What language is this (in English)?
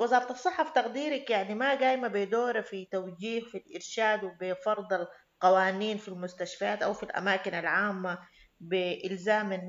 Sudanese Arabic